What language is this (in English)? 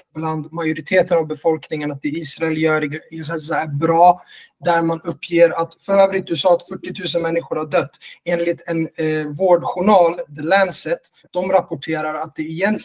Swedish